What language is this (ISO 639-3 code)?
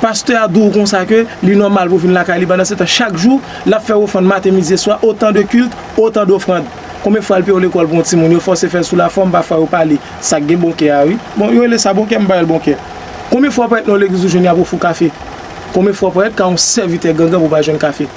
hat